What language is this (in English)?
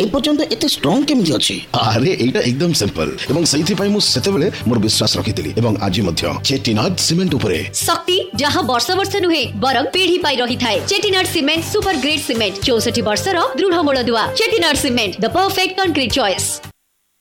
Odia